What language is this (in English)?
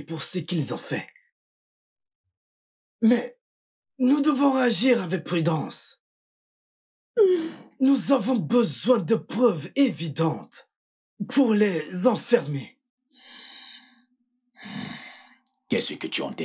French